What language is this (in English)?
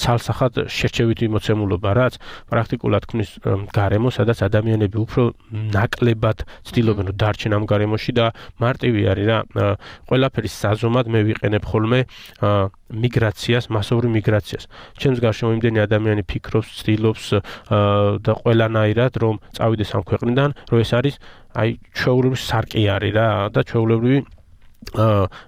Georgian